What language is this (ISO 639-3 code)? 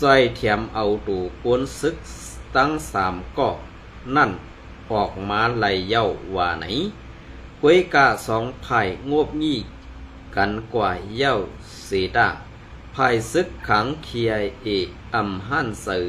shn